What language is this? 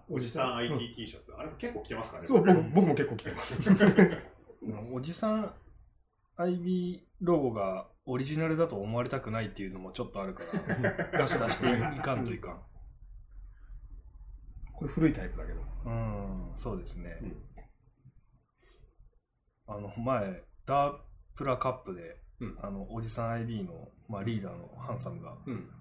Japanese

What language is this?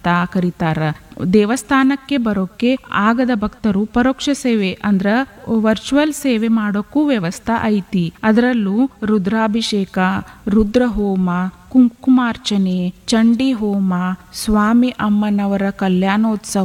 Kannada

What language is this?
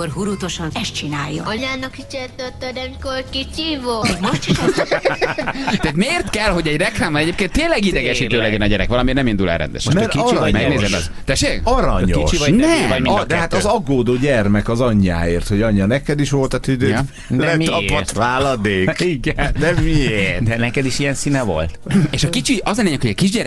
Hungarian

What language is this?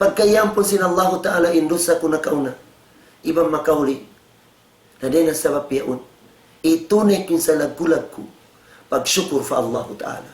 Tausug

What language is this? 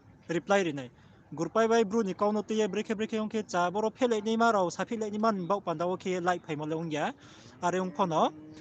Riang (India)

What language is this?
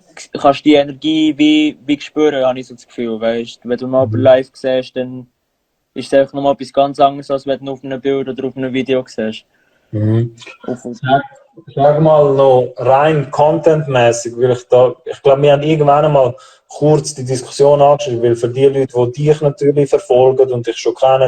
Swiss German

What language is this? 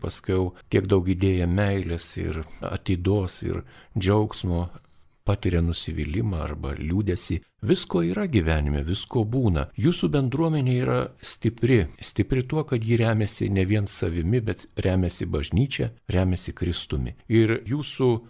Lithuanian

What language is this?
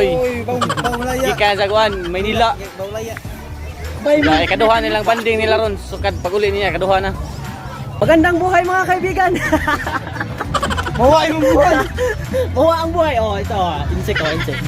Cebuano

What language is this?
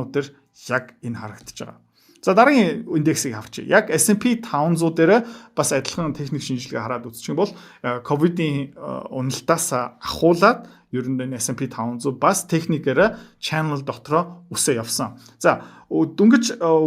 Mongolian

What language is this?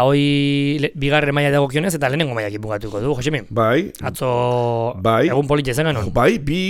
Basque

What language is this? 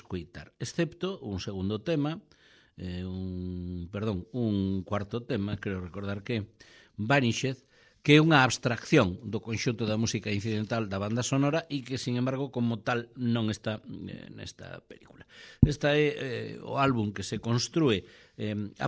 Galician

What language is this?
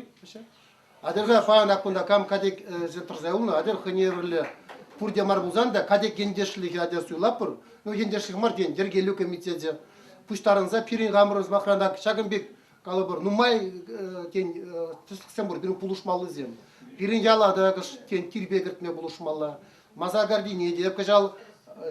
Chuvash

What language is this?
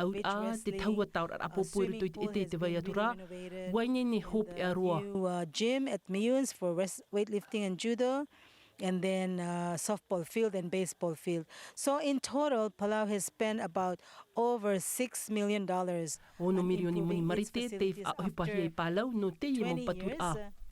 Tahitian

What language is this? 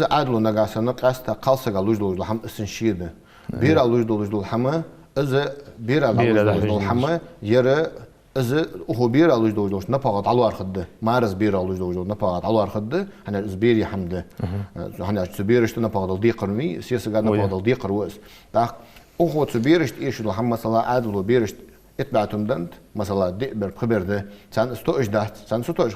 Ingush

